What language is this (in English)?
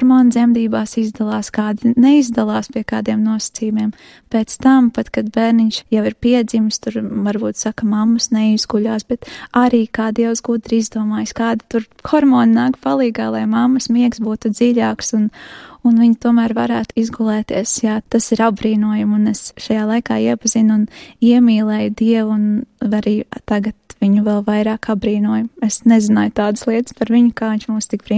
Latvian